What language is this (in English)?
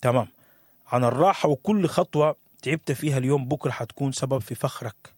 Sudanese Arabic